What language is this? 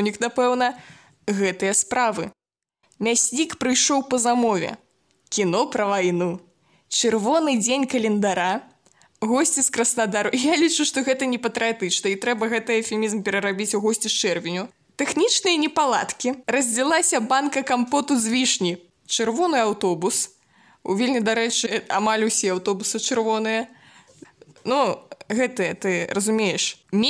Belarusian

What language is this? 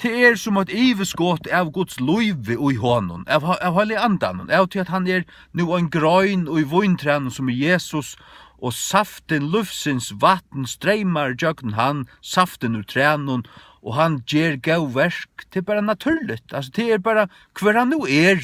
Faroese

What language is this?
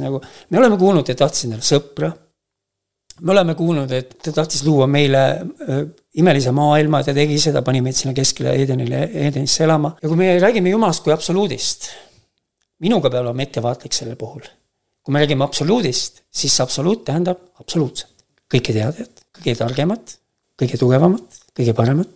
Estonian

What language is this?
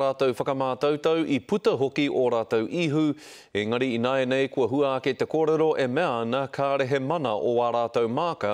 Māori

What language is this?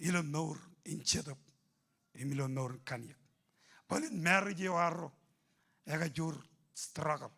Marshallese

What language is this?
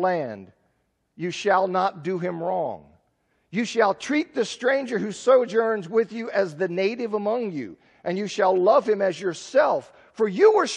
English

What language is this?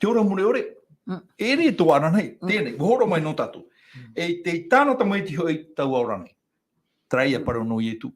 Tahitian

